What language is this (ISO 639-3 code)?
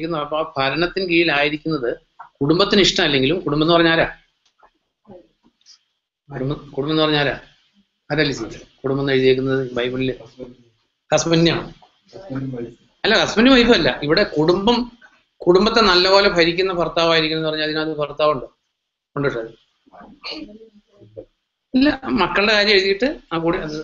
mal